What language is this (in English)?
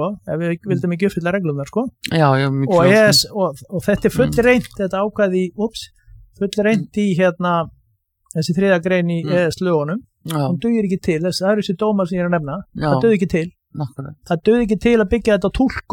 Icelandic